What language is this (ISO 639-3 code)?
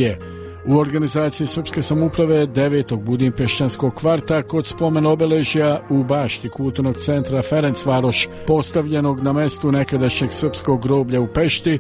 srp